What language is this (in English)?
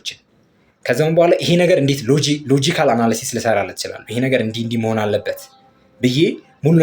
Amharic